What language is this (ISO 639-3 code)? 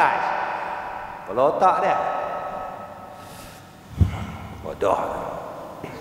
msa